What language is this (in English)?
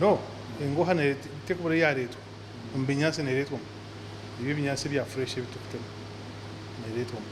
Nyankole